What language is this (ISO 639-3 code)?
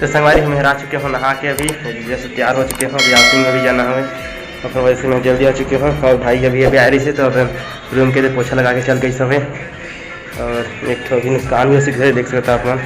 hne